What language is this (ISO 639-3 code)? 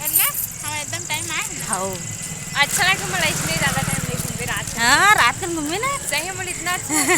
hne